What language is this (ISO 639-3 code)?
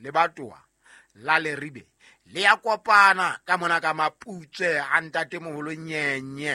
sot